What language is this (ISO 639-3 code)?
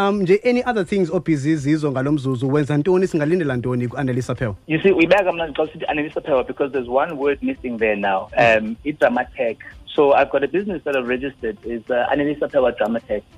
xho